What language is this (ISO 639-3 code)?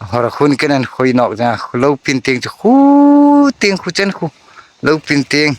hmr